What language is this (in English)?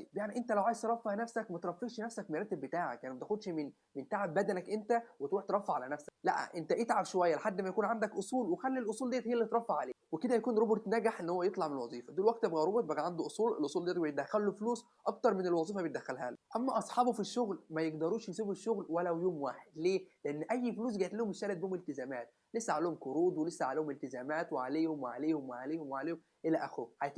Egyptian Arabic